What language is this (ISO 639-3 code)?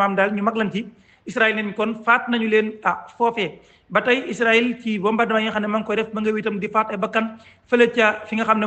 wol